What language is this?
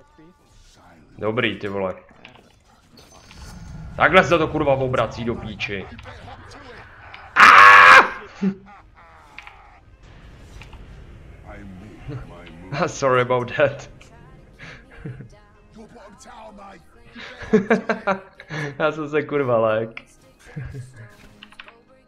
Czech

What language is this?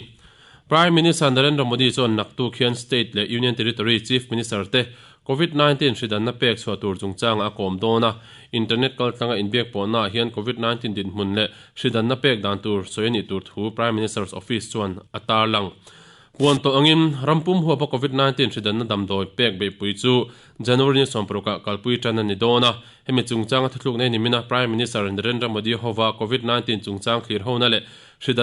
Mizo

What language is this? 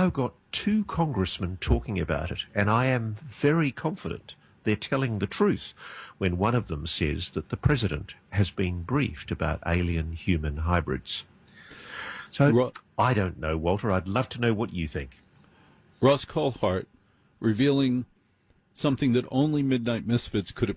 English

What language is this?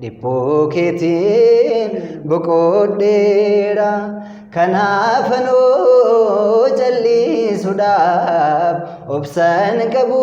Oromo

